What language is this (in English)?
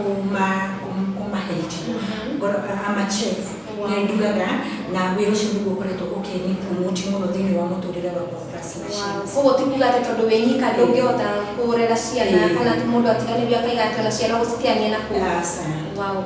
Kikuyu